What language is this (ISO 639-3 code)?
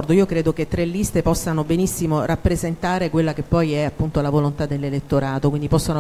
ita